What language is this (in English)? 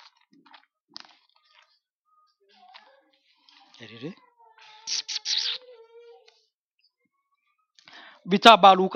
Danish